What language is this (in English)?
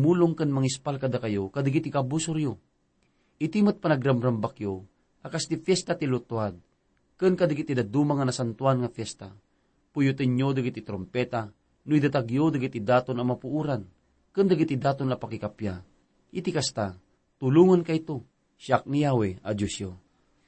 Iloko